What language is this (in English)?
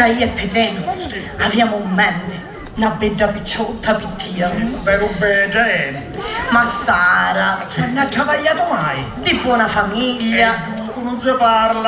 Sicilian